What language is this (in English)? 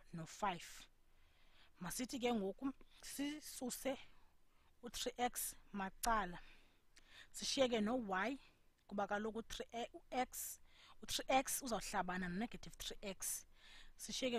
Xhosa